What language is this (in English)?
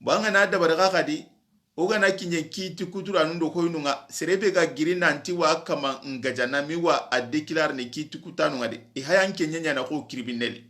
Soninke